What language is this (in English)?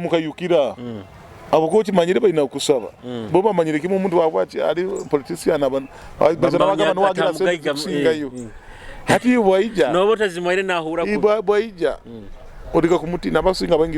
Nyoro